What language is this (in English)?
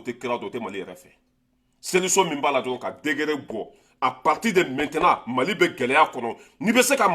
Bambara